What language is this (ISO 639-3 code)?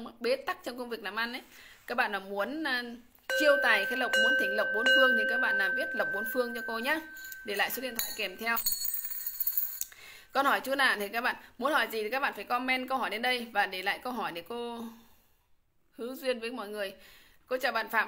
vie